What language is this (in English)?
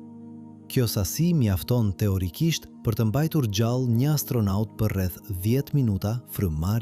Albanian